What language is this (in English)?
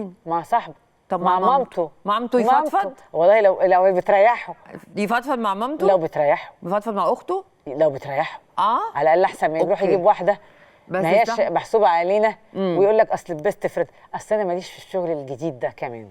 Egyptian Arabic